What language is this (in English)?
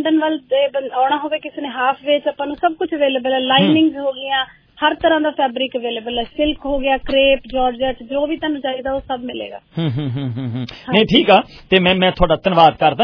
Punjabi